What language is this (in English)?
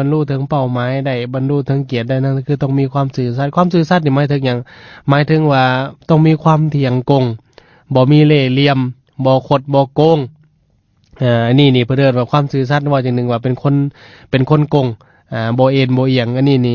Lao